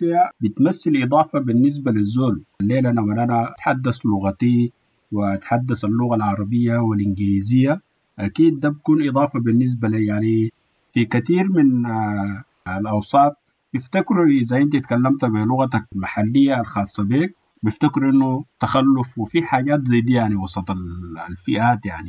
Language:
Sudanese Arabic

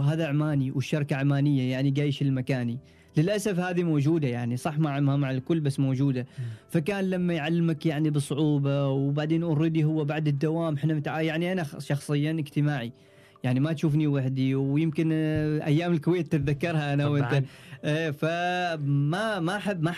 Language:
Gulf Arabic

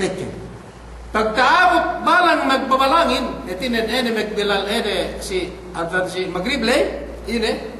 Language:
Yakan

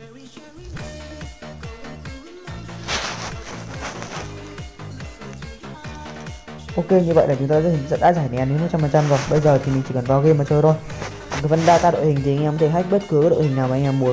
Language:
Vietnamese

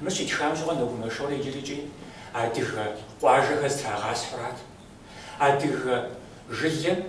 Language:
Kabardian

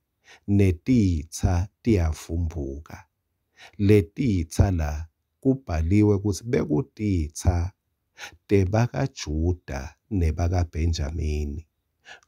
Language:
Swati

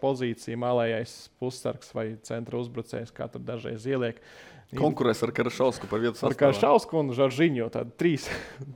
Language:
Latvian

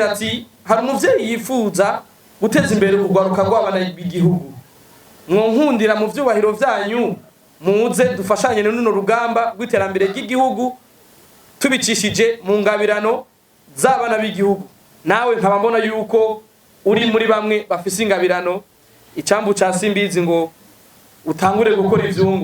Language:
Rundi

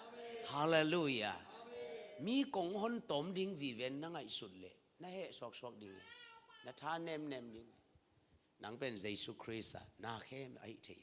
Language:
Tedim Chin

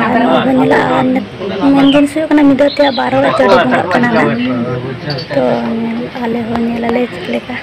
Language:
Santali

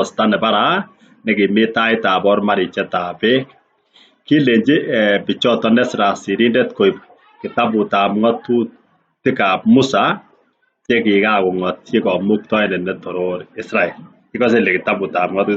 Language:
Kalenjin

